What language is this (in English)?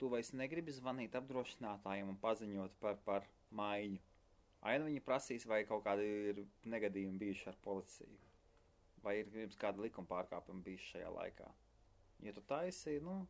Latvian